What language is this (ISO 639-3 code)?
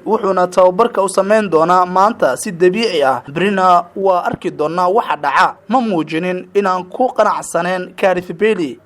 som